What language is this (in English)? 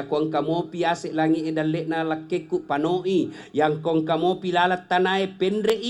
Buginese